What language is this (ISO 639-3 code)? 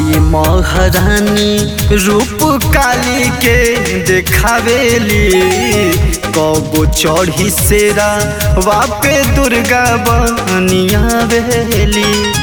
bho